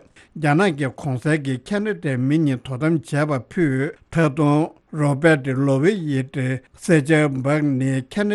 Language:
Tibetan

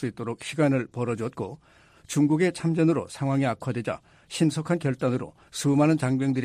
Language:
Korean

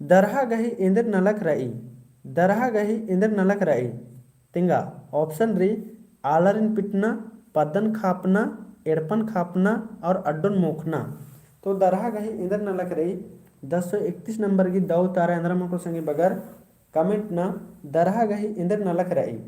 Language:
Kurukh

